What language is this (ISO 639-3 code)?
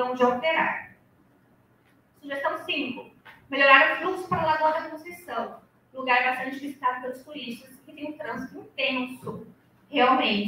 por